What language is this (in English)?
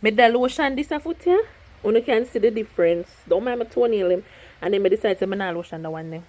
Jamaican Creole English